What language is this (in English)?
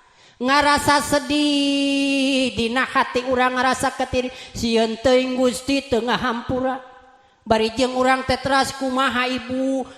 Sundanese